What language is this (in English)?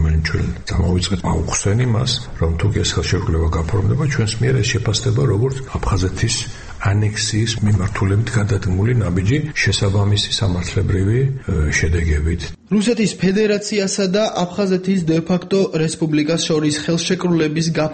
Georgian